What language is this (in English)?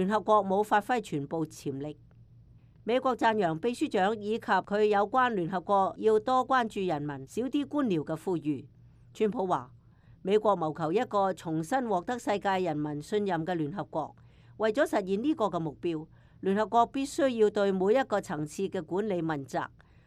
Cantonese